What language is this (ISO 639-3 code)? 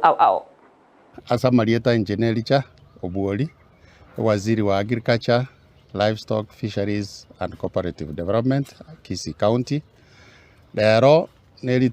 guz